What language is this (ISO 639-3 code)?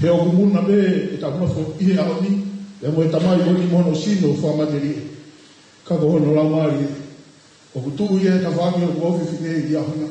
ton